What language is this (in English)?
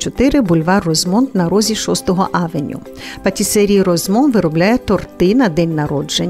Ukrainian